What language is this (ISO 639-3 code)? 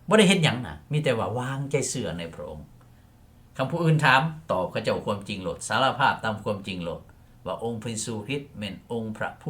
lao